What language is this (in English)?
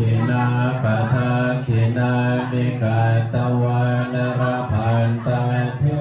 Pali